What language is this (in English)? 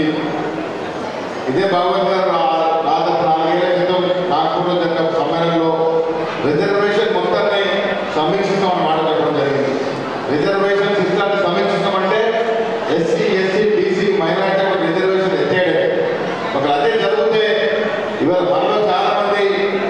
Telugu